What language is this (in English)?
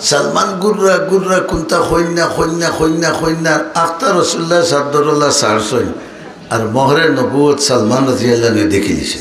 Sylheti